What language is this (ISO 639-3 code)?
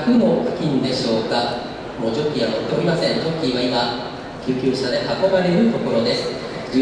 jpn